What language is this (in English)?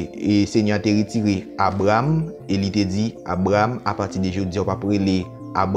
Haitian Creole